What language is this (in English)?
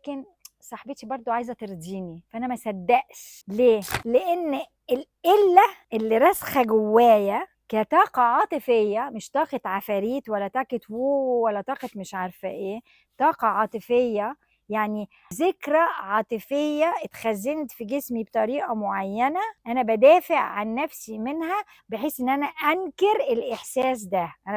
Egyptian Arabic